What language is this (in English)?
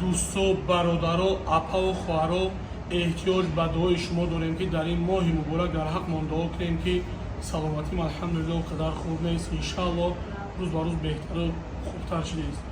Tajik